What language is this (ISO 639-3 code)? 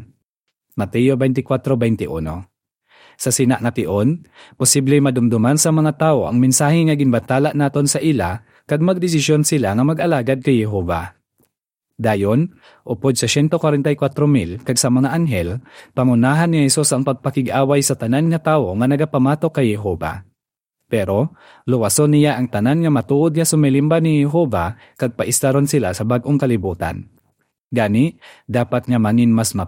hil